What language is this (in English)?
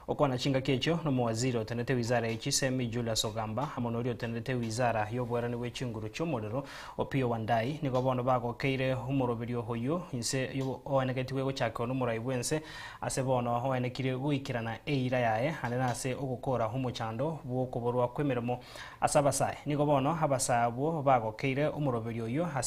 Gusii